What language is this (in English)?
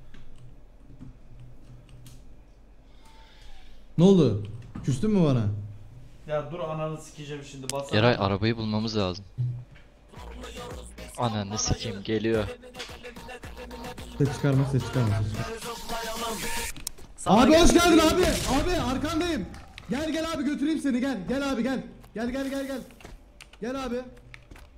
Turkish